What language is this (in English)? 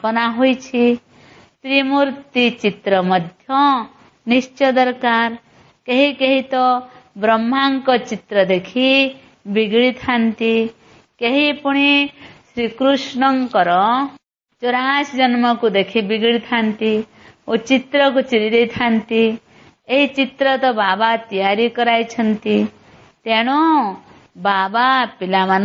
Odia